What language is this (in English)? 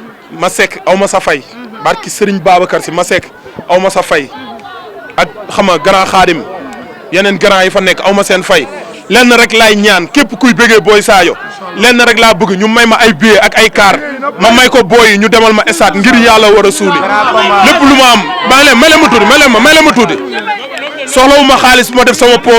Wolof